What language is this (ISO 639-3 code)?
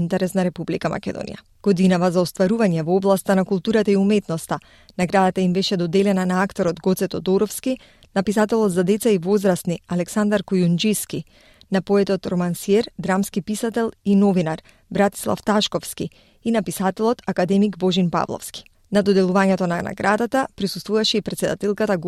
mkd